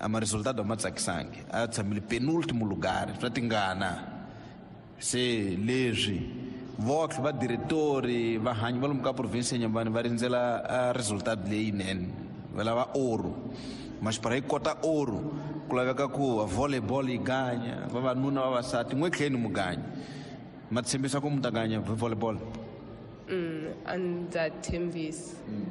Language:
Tsonga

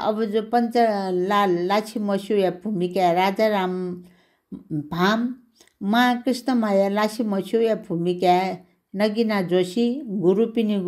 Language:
Newari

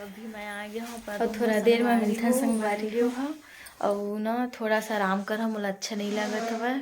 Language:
Chhattisgarhi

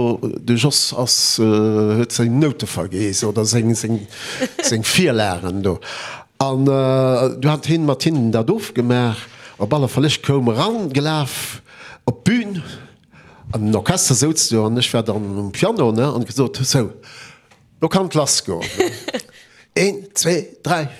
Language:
Luxembourgish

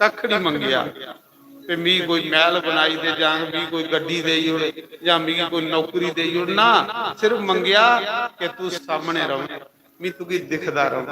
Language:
Dogri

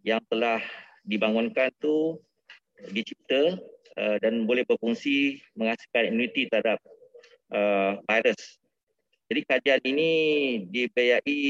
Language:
Malay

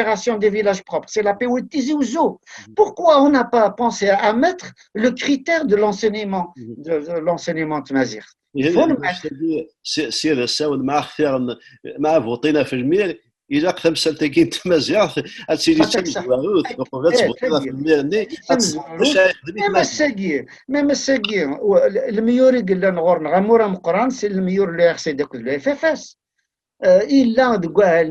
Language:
Kabyle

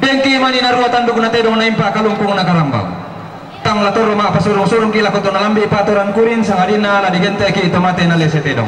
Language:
Toraja-Sa'dan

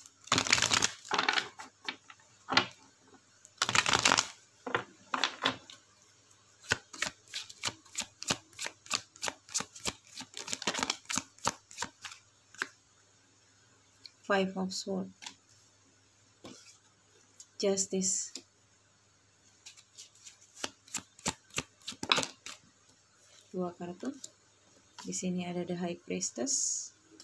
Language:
Indonesian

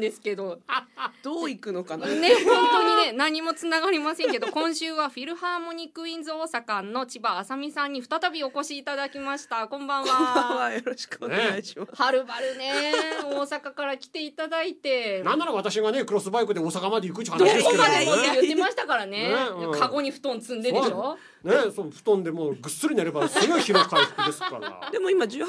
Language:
Japanese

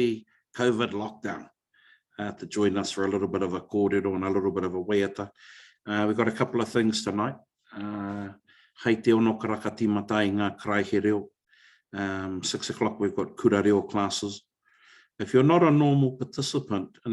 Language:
Māori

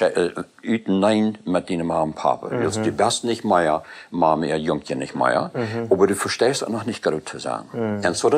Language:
Plautdietsch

